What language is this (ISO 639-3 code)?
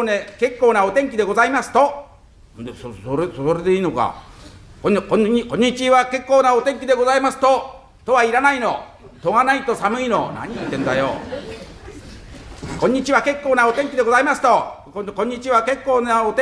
jpn